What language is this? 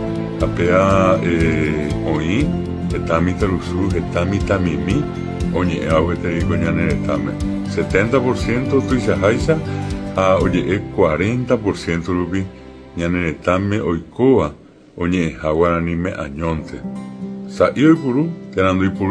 Guarani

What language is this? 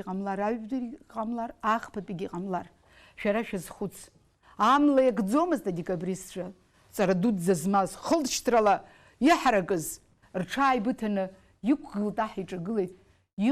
Abkhazian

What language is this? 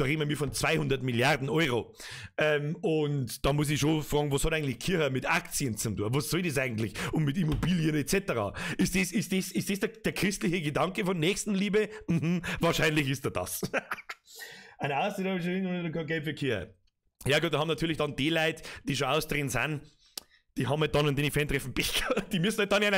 Bavarian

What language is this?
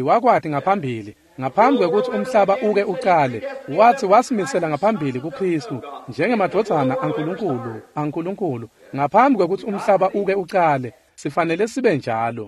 Swati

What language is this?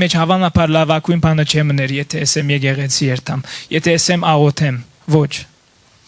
Western Armenian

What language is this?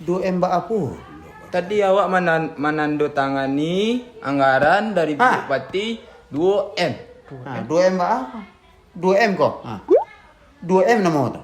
Minangkabau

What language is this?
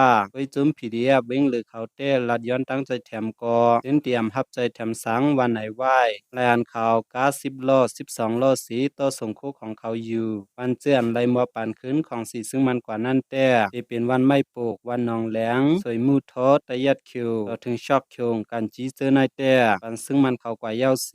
Shan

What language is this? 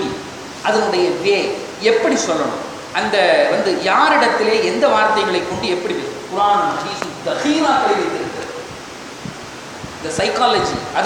Tamil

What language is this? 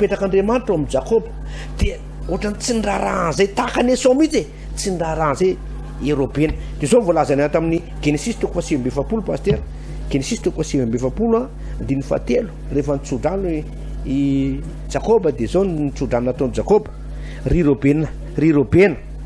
Malagasy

